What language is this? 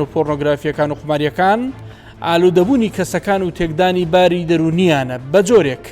Central Kurdish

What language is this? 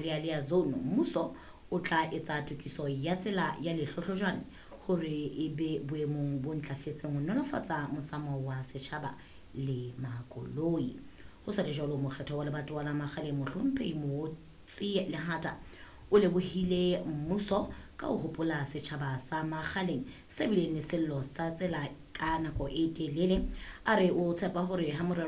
Southern Sotho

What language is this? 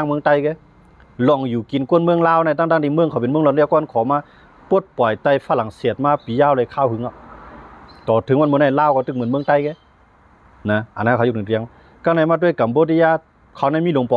Shan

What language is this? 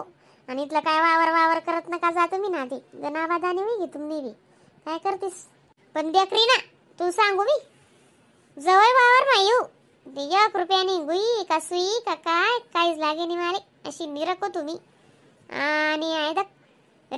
Khandesi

